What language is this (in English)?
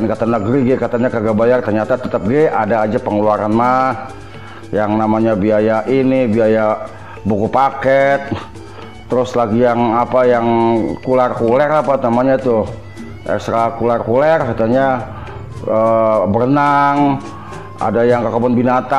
Betawi